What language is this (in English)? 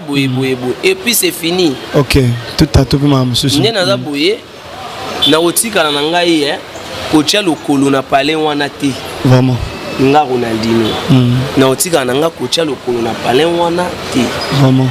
Lingala